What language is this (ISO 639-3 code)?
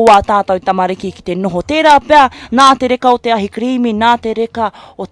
mri